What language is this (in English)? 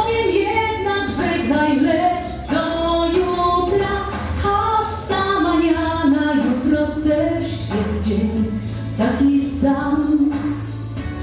Polish